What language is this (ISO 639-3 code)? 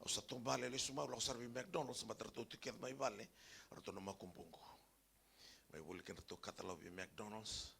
fij